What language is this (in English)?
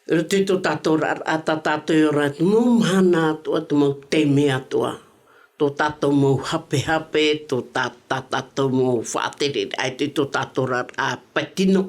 Tahitian